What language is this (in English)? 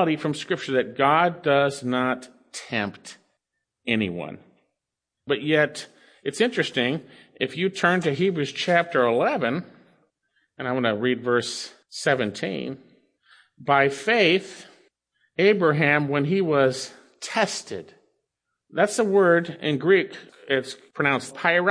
English